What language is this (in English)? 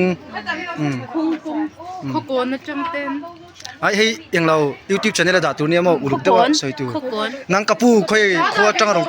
Mizo